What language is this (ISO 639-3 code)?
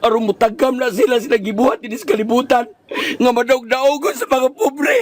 ceb